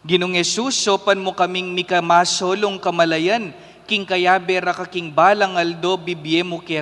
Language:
Pampanga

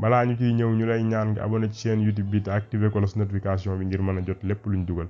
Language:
Wolof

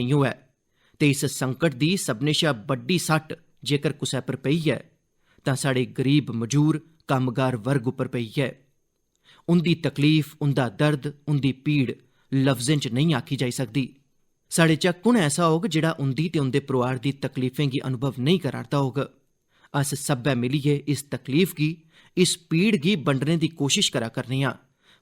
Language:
Dogri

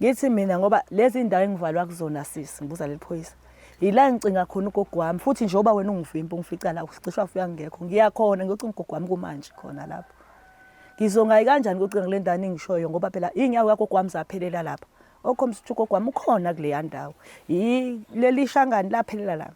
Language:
Zulu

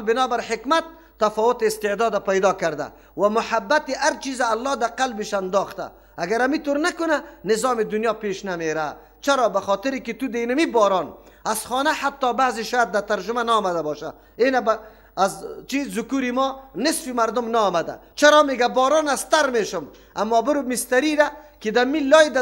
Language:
Persian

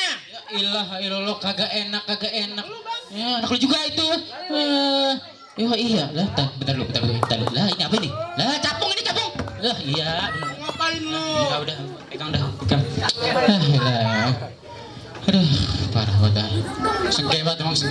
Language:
Betawi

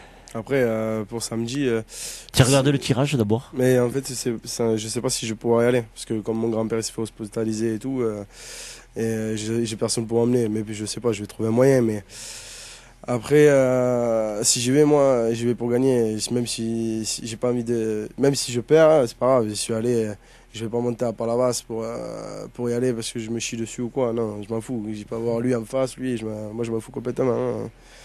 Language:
French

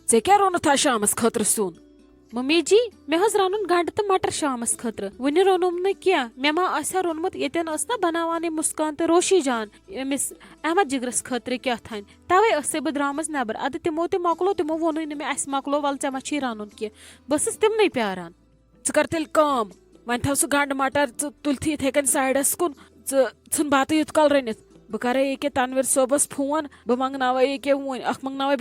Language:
Kashmiri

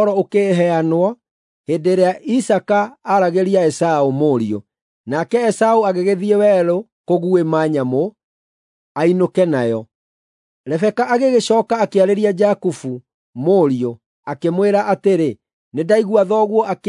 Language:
Kikuyu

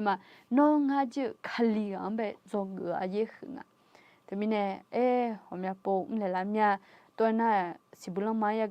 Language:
Akha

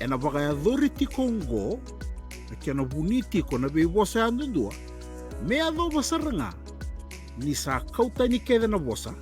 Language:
Fijian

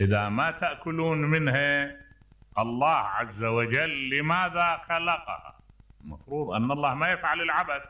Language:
Mesopotamian Arabic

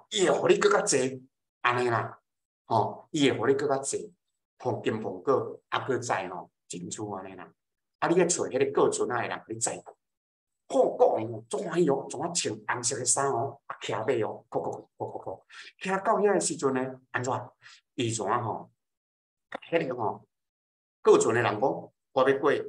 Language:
Min Nan Chinese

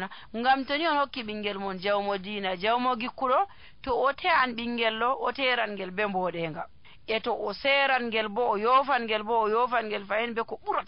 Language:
Nigerian Fulfulde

